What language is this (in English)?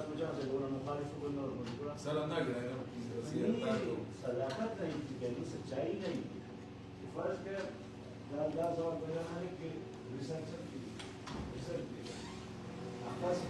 Brahui